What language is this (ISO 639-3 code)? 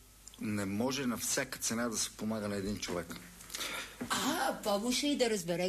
bul